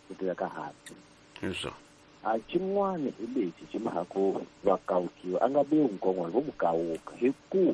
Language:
Tsonga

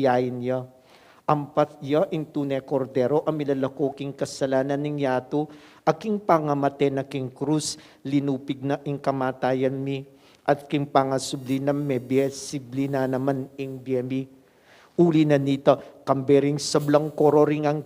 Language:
Pampanga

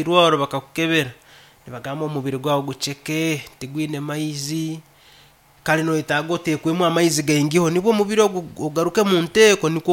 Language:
Nyankole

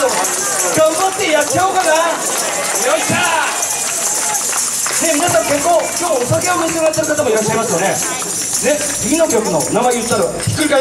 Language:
Japanese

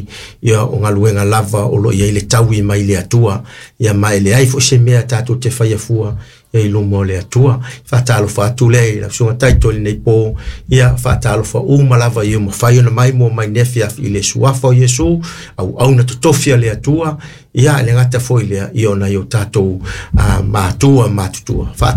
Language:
Samoan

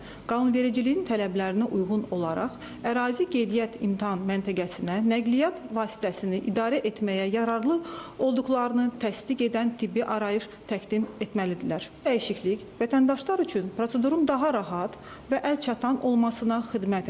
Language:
Azerbaijani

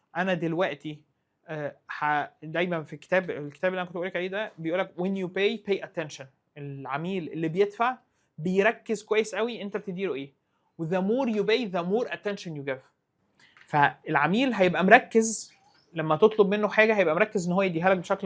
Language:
Egyptian Arabic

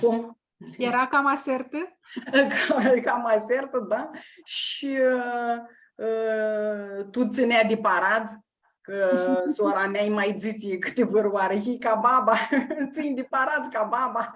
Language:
Aromanian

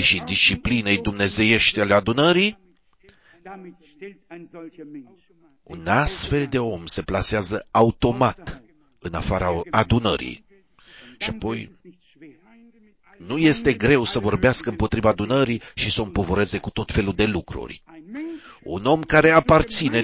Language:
Romanian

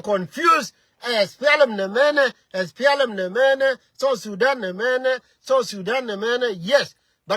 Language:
Nuer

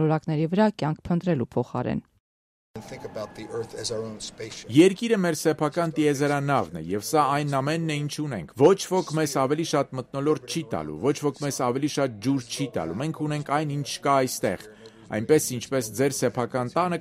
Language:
Armenian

